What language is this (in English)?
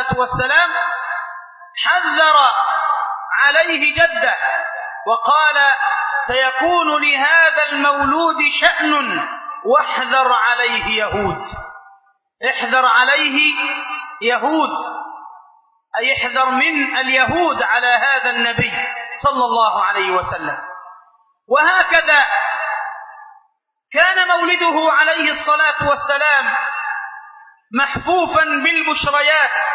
Arabic